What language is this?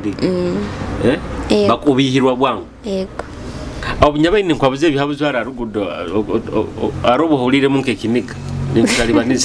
Nyoro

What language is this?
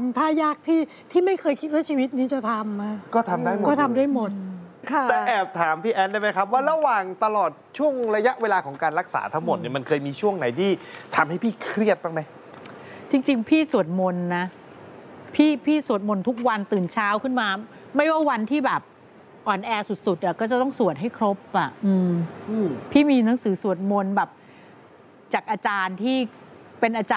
Thai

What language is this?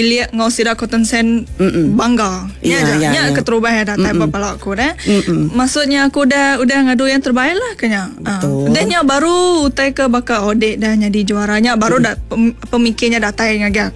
Iban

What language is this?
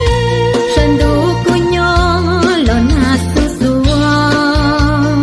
Hmong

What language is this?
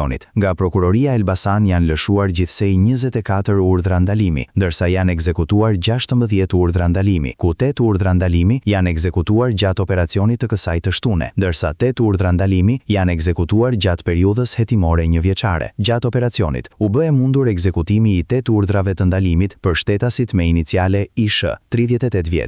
Albanian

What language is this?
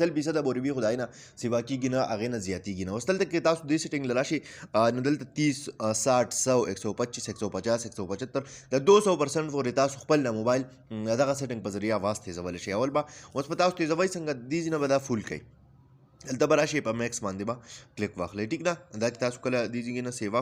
Pashto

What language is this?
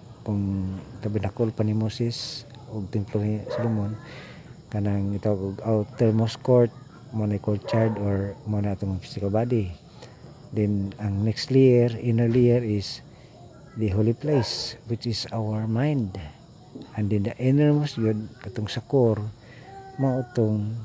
Cebuano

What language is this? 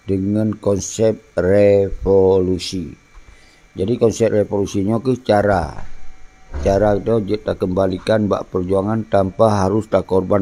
Achinese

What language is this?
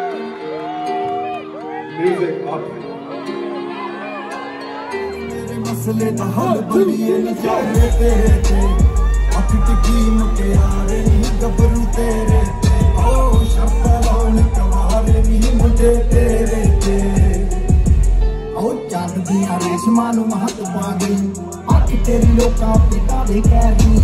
Punjabi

